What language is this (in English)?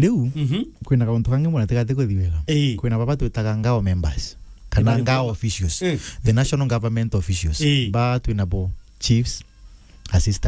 Meru